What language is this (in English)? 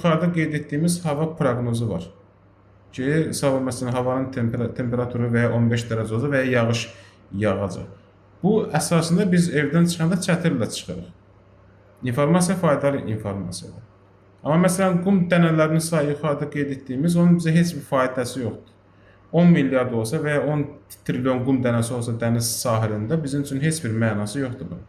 Azerbaijani